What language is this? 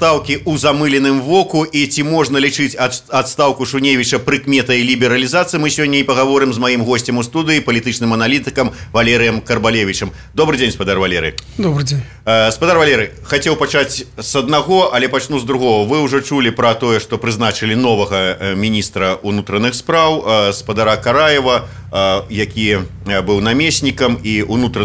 Belarusian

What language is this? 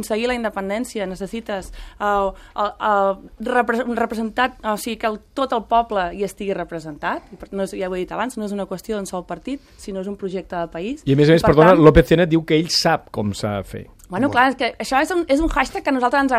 Catalan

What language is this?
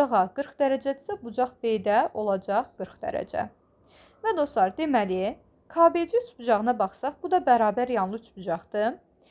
Azerbaijani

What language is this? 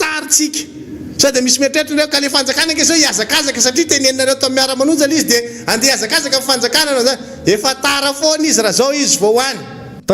Malagasy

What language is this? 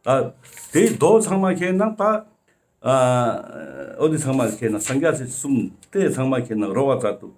Ladakhi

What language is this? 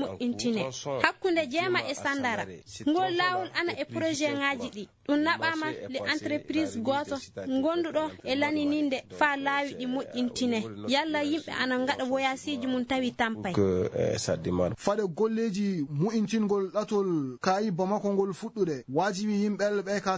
Fula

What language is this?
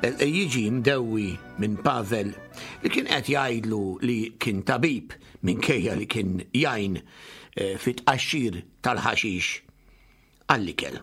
Maltese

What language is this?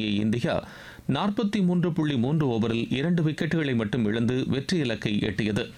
Tamil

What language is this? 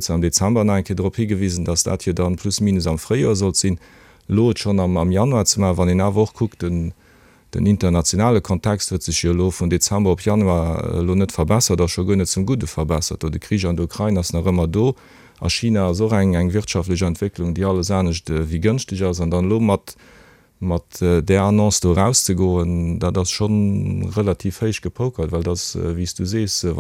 Luxembourgish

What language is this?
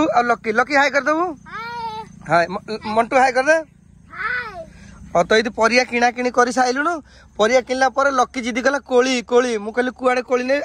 Odia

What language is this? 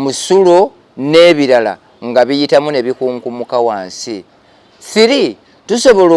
Ganda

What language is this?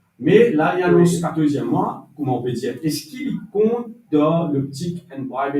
Morisyen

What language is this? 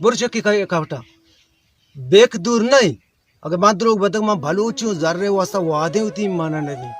Baluchi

